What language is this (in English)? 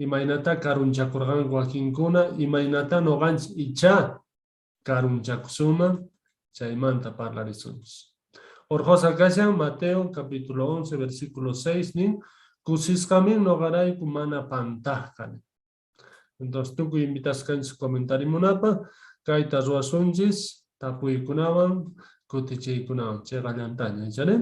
Quechua